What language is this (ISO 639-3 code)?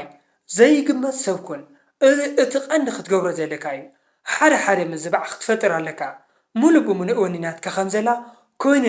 tir